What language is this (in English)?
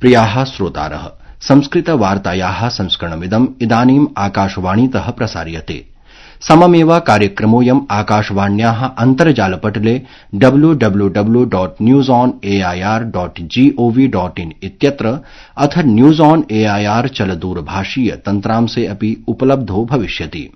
Sanskrit